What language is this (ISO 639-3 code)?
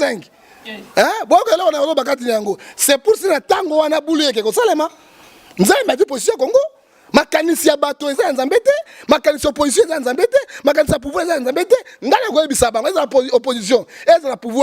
lin